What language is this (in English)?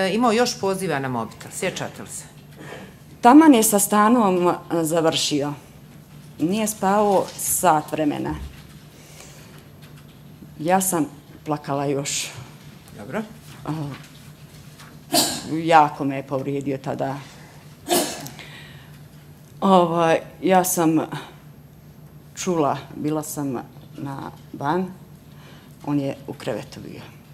Bosnian